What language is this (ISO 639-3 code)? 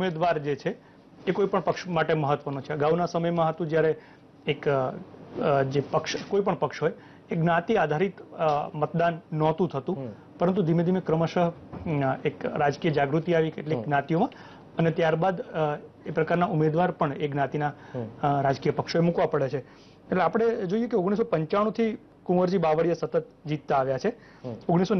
guj